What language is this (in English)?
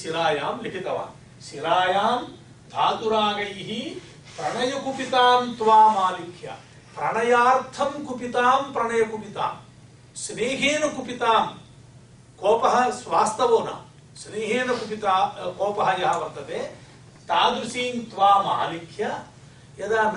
Sanskrit